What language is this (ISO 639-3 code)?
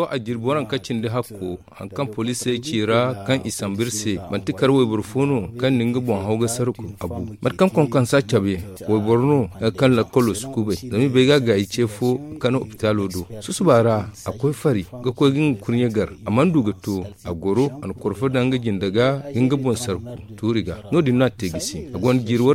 dje